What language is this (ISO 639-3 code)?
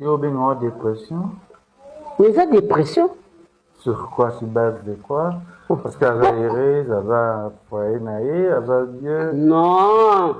lin